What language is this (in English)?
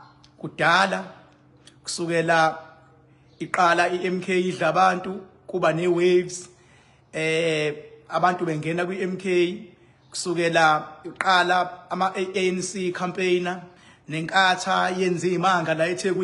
Zulu